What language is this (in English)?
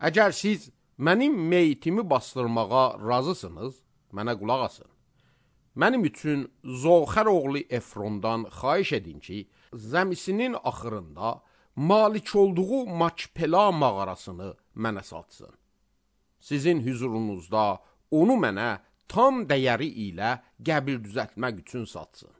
Azerbaijani